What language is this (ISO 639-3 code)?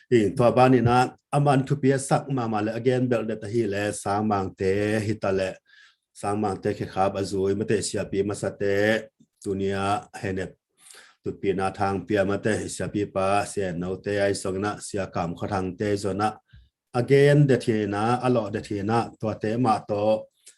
ctd